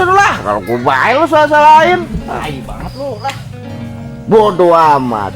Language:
Betawi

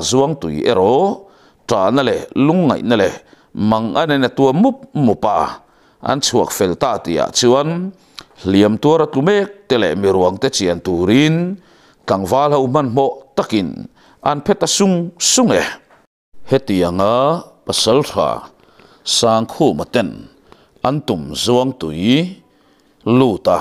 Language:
Mizo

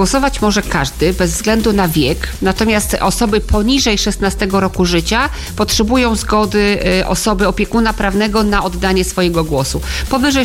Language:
Polish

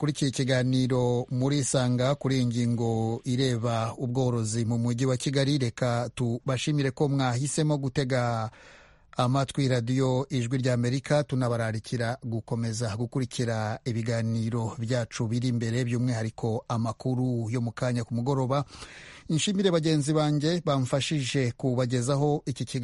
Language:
Kinyarwanda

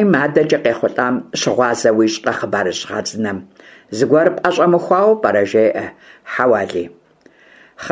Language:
Kabardian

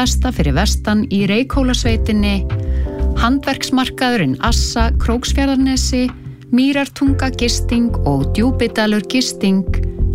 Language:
Icelandic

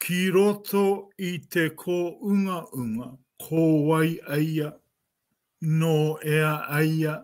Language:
Māori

